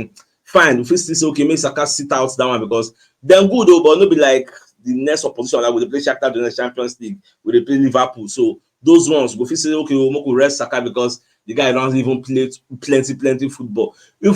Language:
Nigerian Pidgin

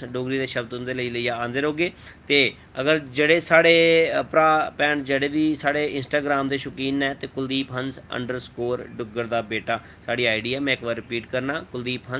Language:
Dogri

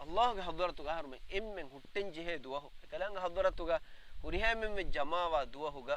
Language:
Divehi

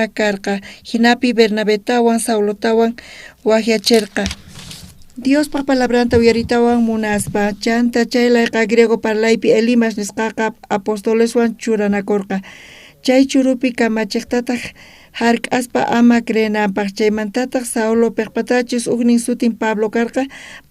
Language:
South Bolivian Quechua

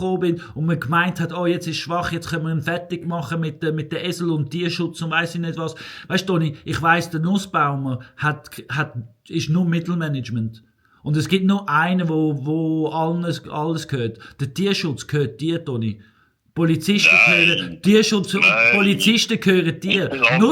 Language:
Swiss German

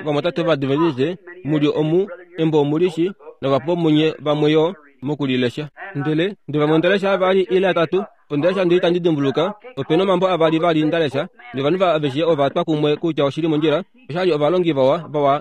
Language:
Kuanyama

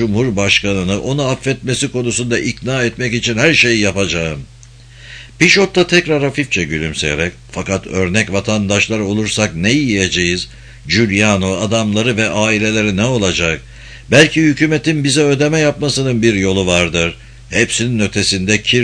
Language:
Turkish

